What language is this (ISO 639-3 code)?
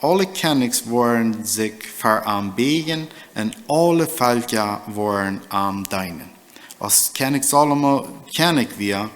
pdt